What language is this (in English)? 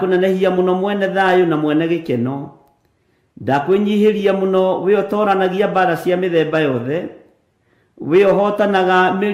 Kikuyu